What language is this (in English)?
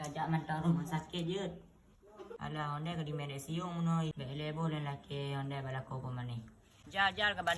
Achinese